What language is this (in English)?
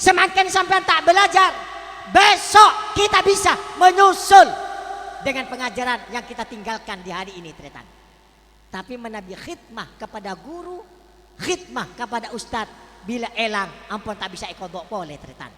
Madurese